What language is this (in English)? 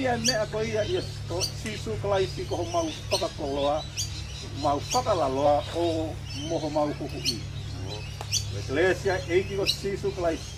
Tongan